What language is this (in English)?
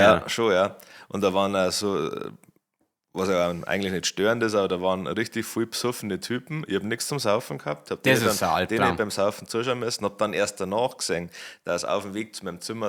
Bavarian